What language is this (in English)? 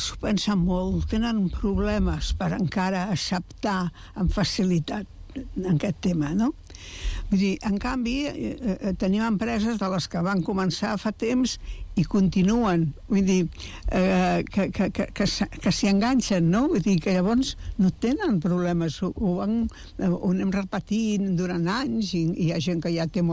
Catalan